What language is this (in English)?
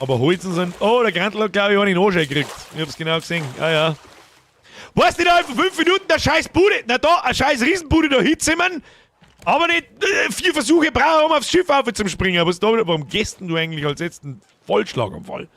Bavarian